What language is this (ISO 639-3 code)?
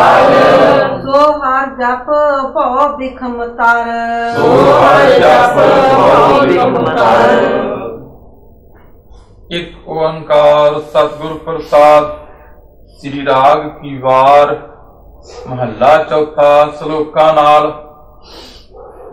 pan